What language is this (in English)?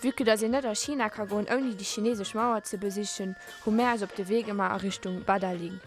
Luxembourgish